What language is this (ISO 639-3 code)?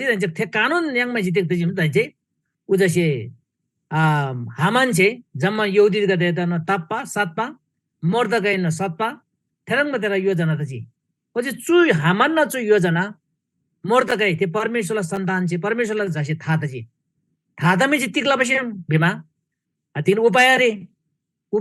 taj